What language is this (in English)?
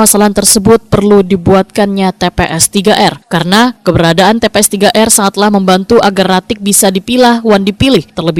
Banjar